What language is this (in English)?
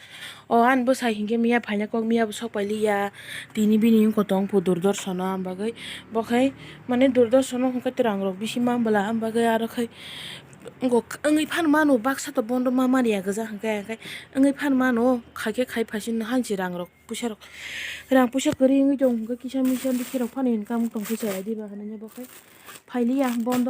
Kok Borok